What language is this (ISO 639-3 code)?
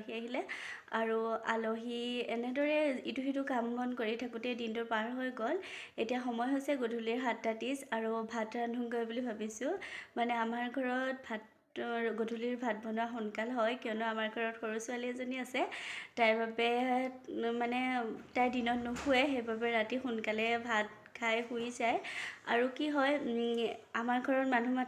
asm